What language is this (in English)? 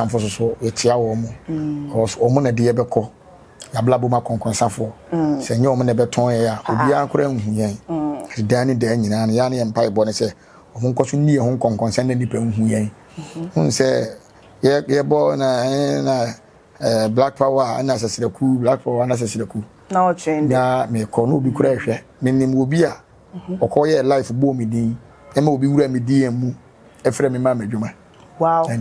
Akan